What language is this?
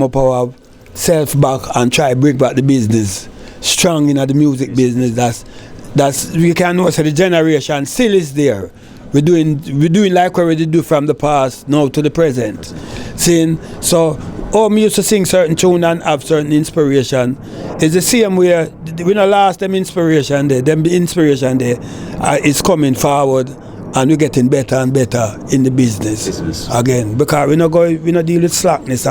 Jamaican Creole English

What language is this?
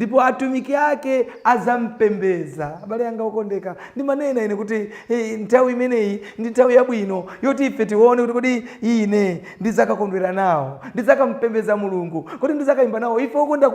Nyanja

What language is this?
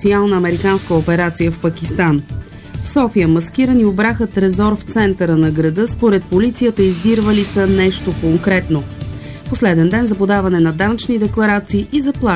Bulgarian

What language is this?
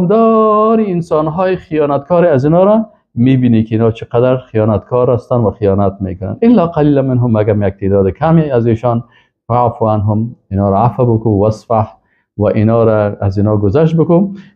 Persian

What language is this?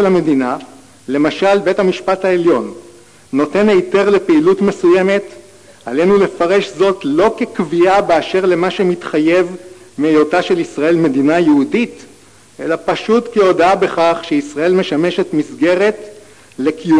Hebrew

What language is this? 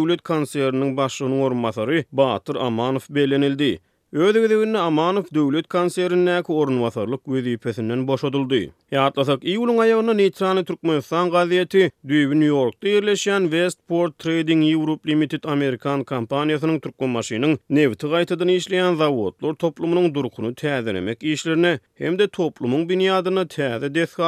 Turkmen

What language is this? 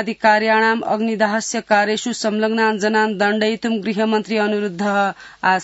Sanskrit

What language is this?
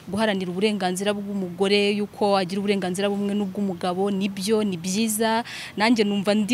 Kinyarwanda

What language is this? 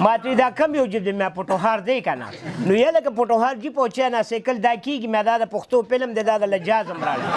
Pashto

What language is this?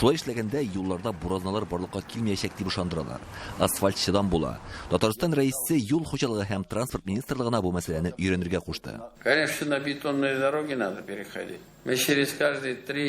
Tatar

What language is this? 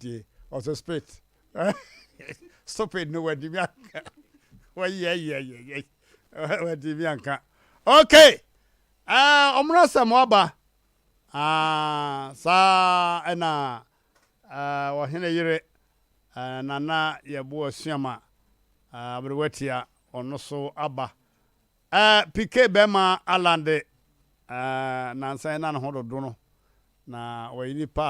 Akan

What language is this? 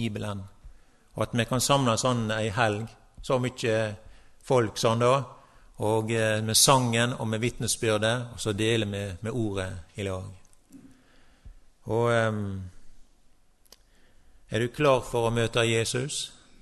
Norwegian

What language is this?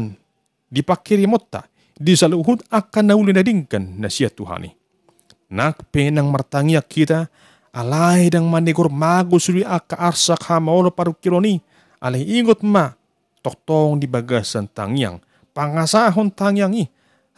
Batak Toba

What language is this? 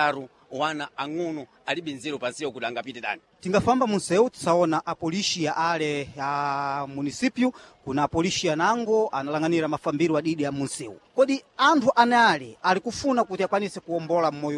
Sena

